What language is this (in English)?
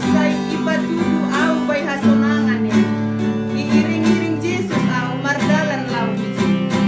Batak Simalungun